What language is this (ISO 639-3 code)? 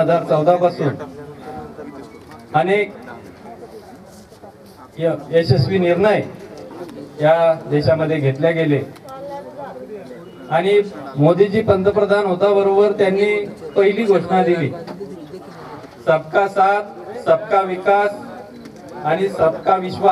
mar